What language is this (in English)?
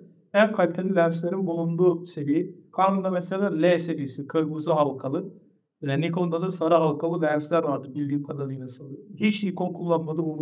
Turkish